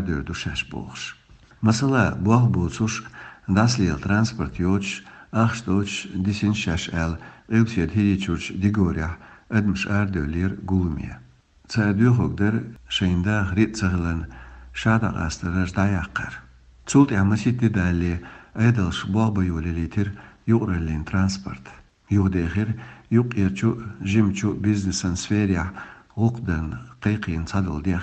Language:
Chechen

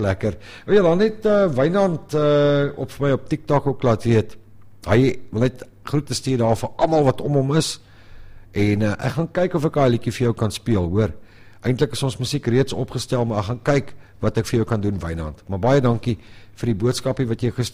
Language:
Afrikaans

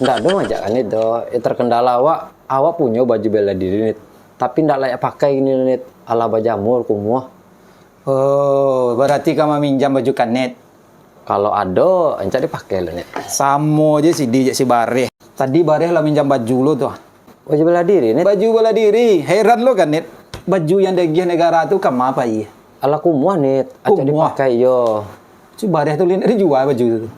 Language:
Minangkabau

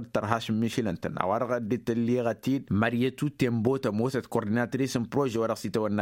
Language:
Tamasheq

